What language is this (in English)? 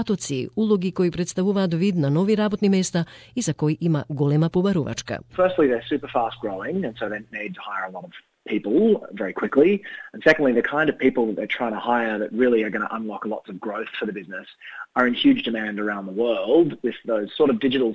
Macedonian